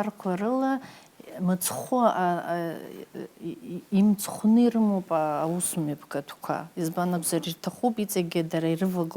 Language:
Abkhazian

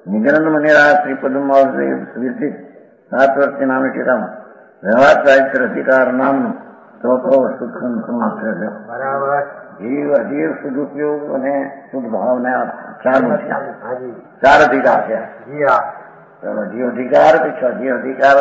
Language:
Gujarati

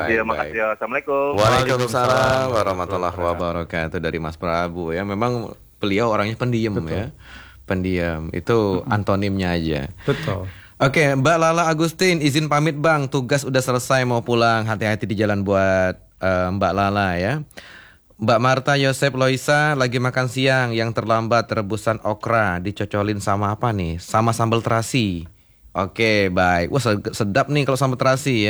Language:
Indonesian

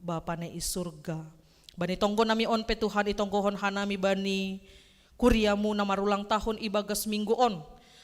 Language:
Batak Simalungun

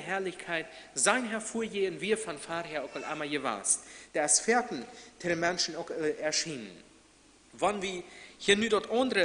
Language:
Plautdietsch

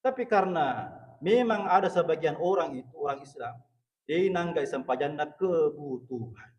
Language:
Buginese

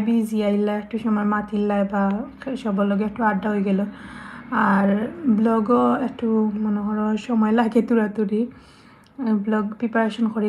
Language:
Sylheti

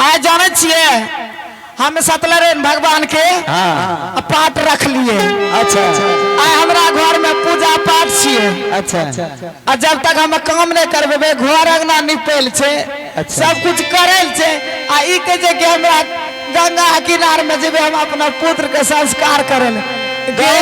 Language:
Maithili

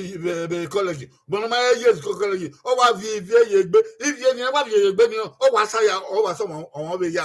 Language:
Bini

